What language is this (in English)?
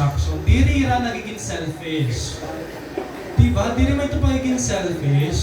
Waray